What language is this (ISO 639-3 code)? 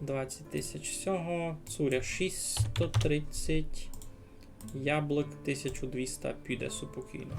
rue